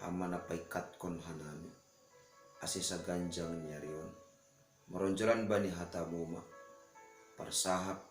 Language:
Batak Simalungun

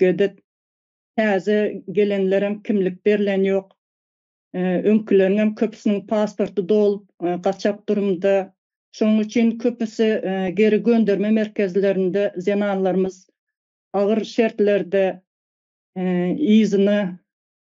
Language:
Turkmen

